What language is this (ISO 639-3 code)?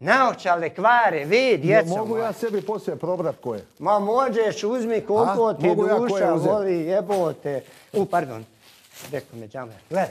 hrv